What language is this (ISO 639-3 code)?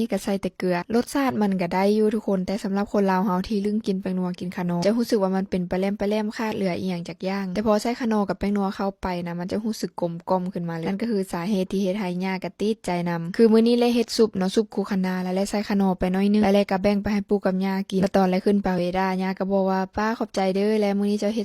lao